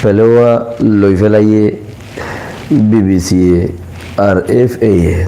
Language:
Rohingya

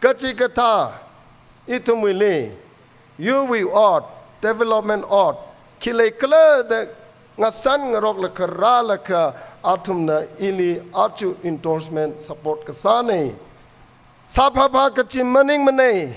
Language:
Tangkhul Naga (India)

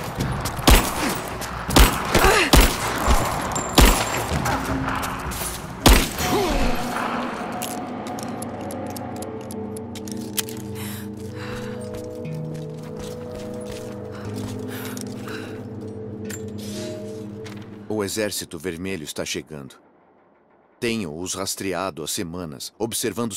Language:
Portuguese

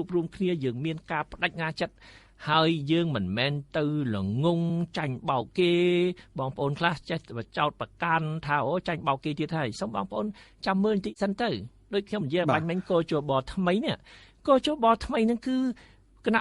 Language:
Khmer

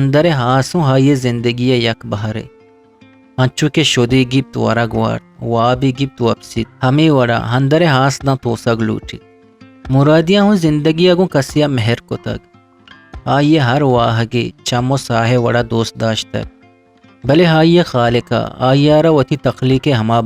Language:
Eastern Balochi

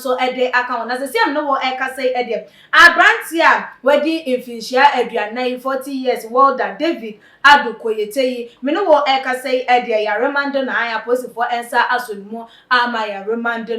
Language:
Akan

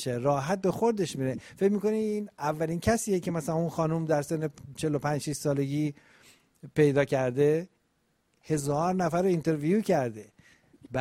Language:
Persian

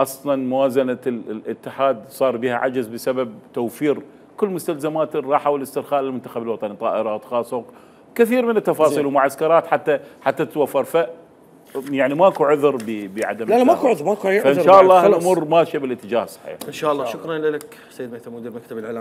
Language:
Mesopotamian Arabic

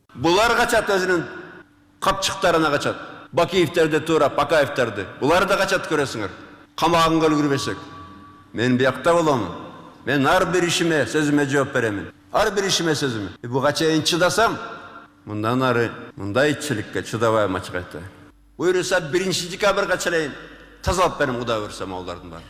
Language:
Kyrgyz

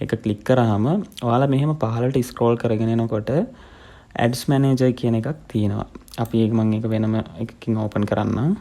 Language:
Sinhala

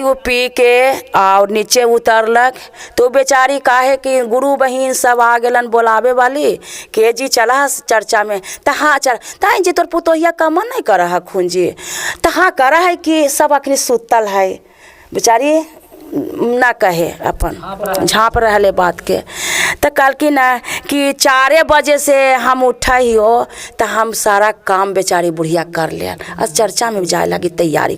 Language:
Magahi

